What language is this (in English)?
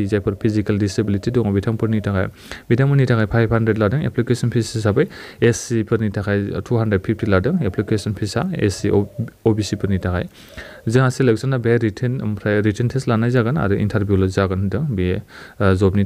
Bodo